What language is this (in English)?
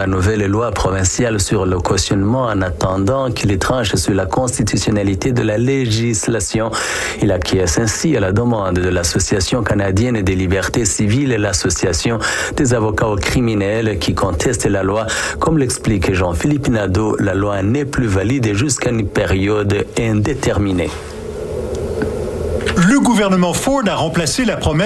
French